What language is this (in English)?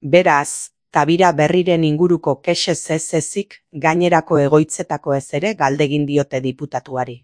Basque